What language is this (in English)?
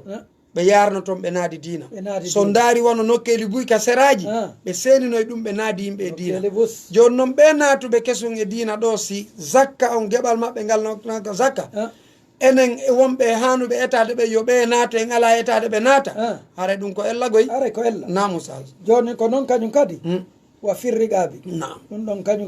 Fula